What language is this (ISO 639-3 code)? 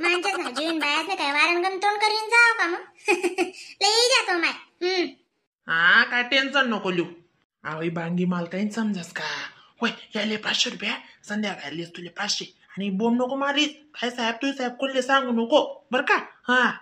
khn